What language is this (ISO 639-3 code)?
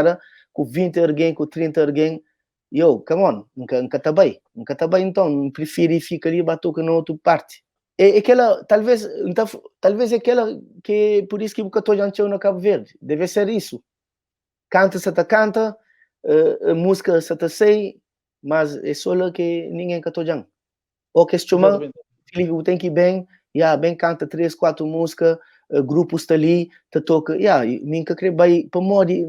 kea